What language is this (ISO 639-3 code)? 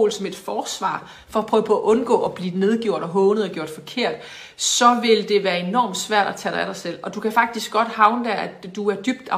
dan